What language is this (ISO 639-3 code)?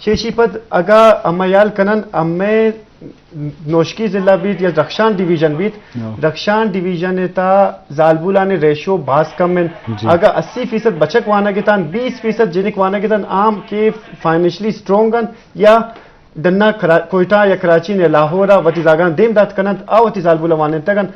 bgp